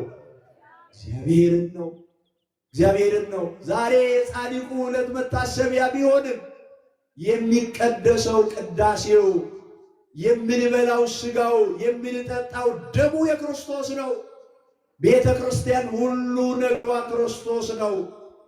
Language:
Amharic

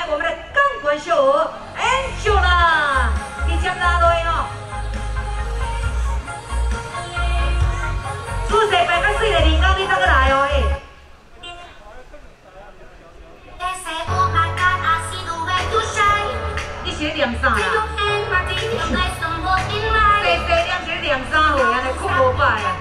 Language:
Min Nan Chinese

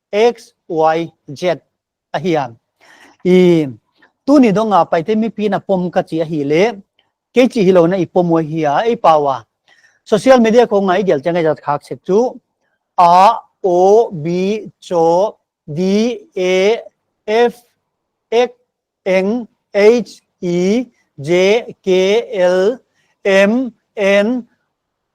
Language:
Paite Chin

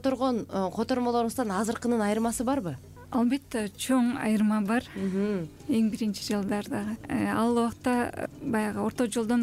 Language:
Kyrgyz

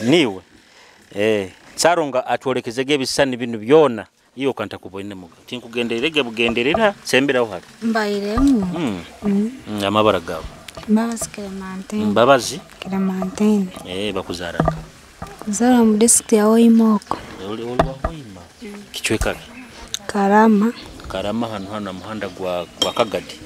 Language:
Nyoro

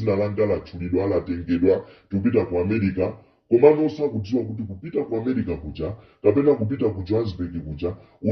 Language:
Nyanja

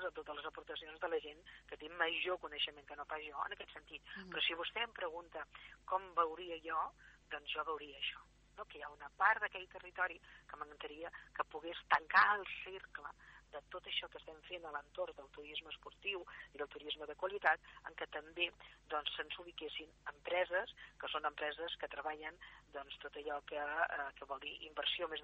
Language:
Catalan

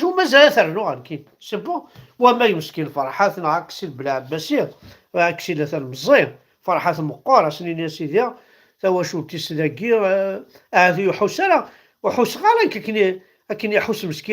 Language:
Kabyle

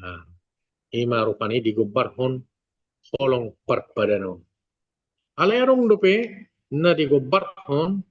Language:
Batak Toba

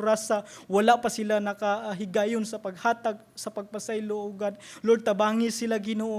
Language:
Cebuano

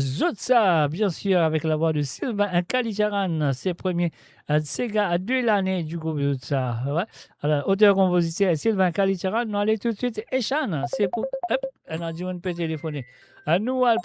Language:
Morisyen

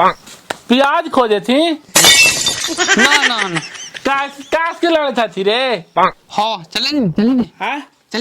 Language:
Magahi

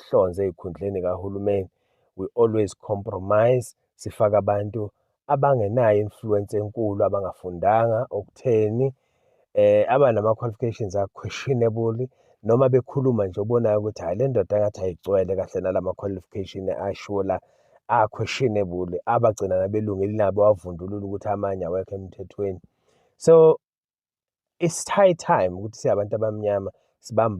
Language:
Zulu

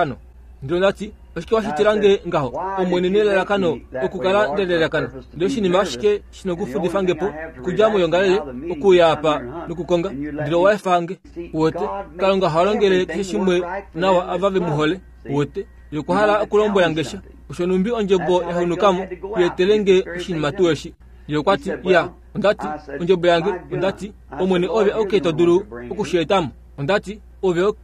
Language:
Kuanyama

